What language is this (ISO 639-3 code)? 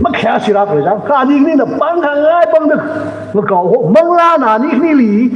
nmf